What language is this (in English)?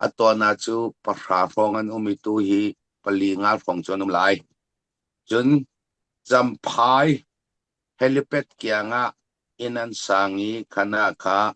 Falam Chin